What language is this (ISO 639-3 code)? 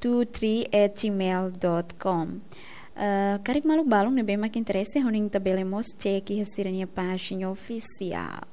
tet